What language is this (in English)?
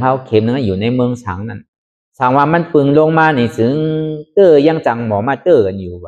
Shan